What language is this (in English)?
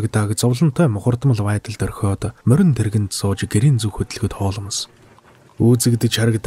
Mongolian